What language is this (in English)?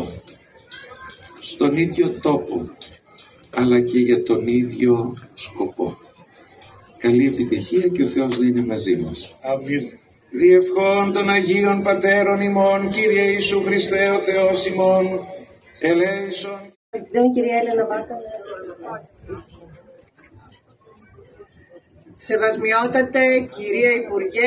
Greek